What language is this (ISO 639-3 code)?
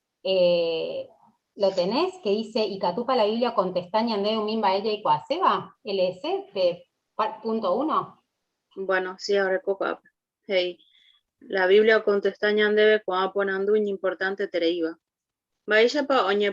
grn